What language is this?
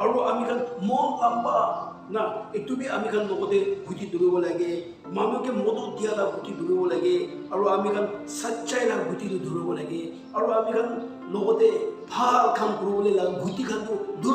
Chokri Naga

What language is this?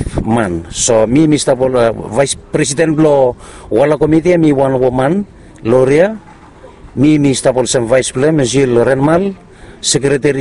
Bislama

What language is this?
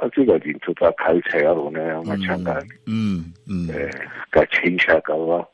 Tswana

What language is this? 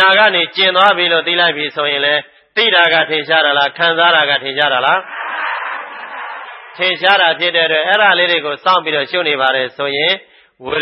Burmese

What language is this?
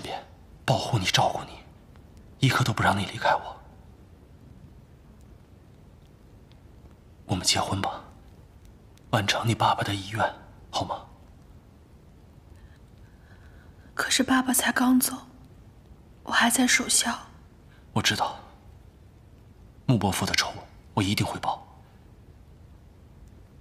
Chinese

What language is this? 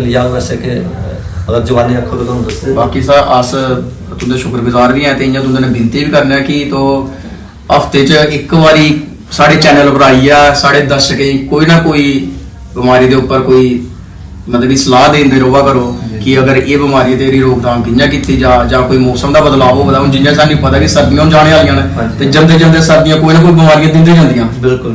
Dogri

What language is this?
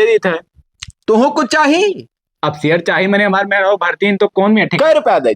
Awadhi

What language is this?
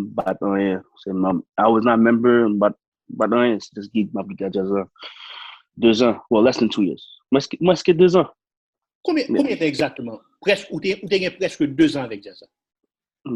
Haitian Creole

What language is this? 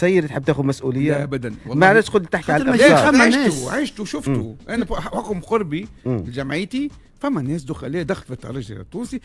Tunisian Arabic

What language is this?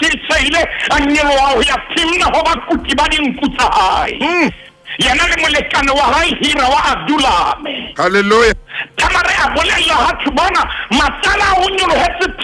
Southern Sotho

